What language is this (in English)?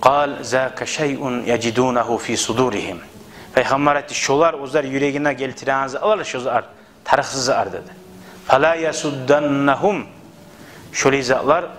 Kumyk